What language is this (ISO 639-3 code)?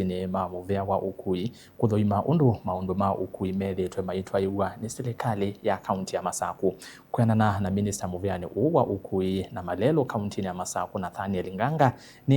kam